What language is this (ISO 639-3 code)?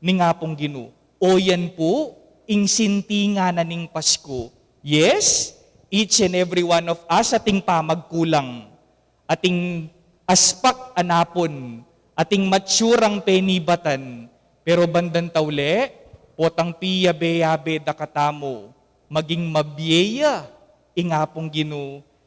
pam